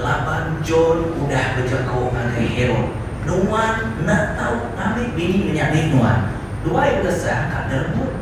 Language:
Iban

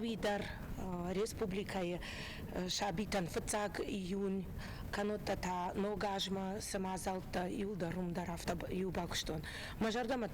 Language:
Ossetic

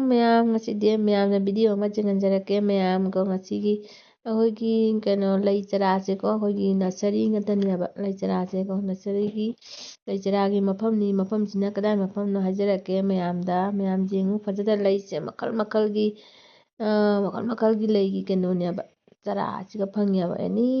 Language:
Manipuri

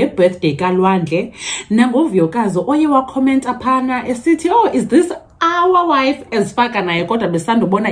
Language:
Xhosa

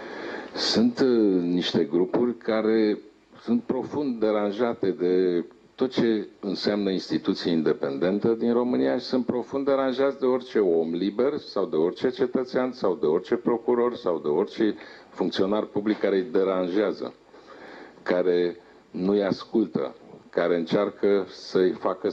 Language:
Romanian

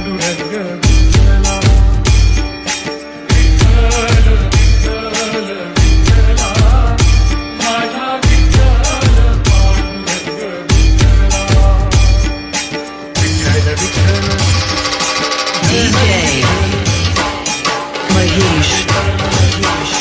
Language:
Marathi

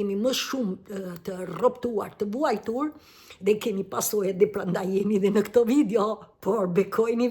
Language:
Albanian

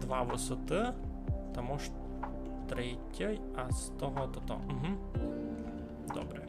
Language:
Rusyn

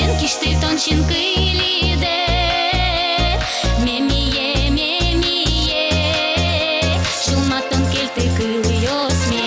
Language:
Udmurt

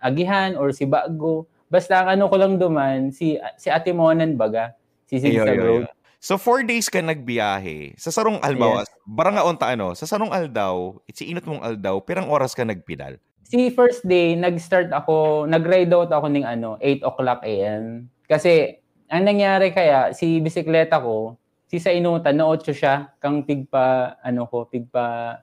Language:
Bikol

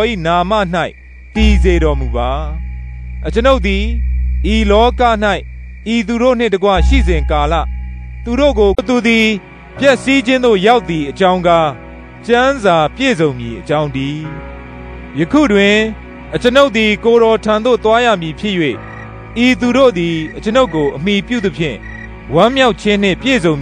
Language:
Burmese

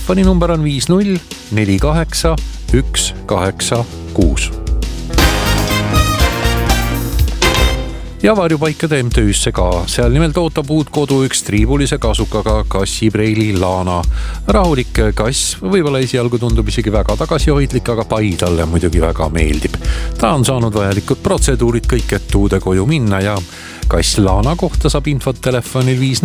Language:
Estonian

